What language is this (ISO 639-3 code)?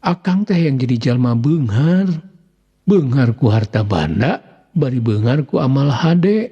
sun